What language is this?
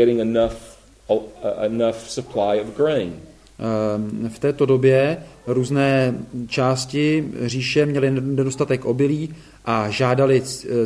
Czech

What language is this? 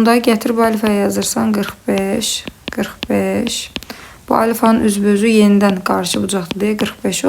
Azerbaijani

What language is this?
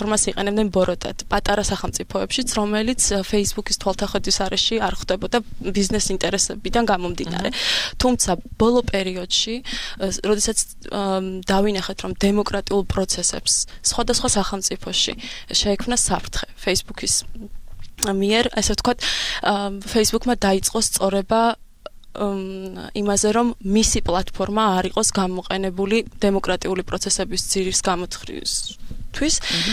Georgian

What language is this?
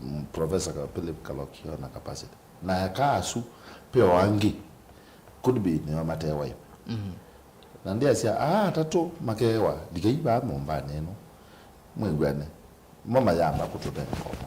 Kamba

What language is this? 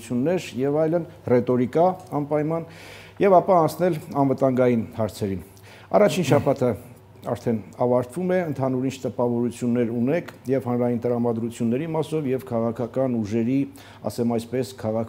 Armenian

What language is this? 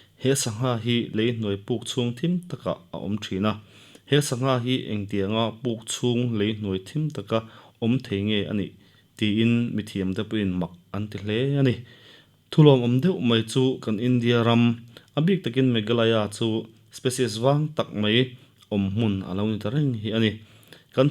Mizo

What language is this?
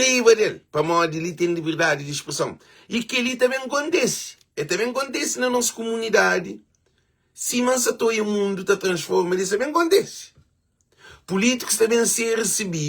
Kabuverdianu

